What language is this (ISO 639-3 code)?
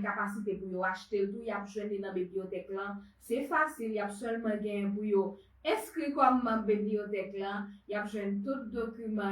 hat